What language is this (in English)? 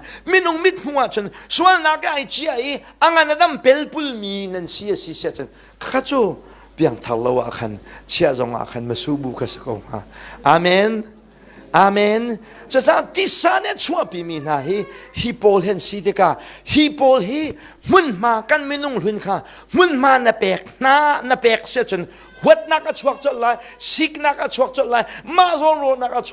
Hakha Chin